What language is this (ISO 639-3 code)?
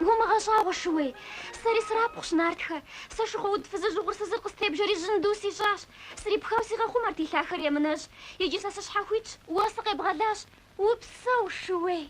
kbd